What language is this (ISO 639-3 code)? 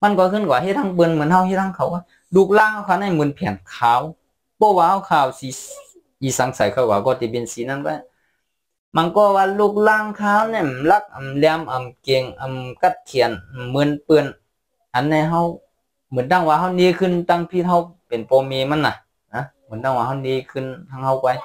shn